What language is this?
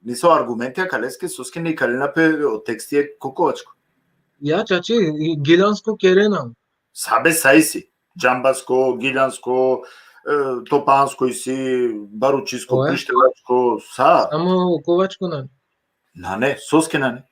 Balkan Romani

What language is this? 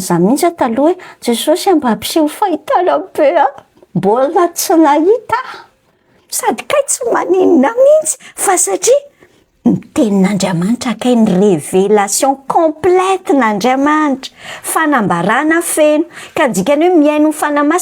Malagasy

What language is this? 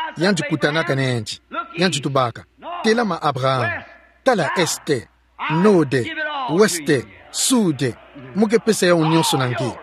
Kituba (Democratic Republic of Congo)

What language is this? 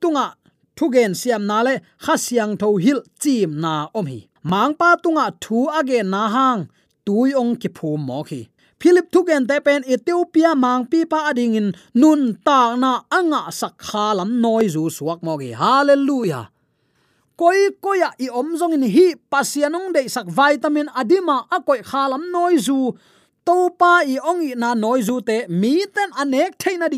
Tedim Chin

